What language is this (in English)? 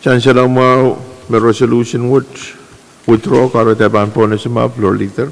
Pohnpeian